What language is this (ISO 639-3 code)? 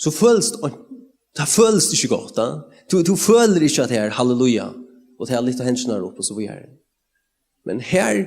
fao